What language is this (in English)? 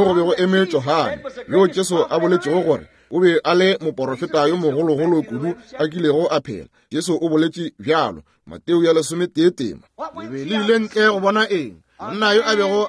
Northern Sotho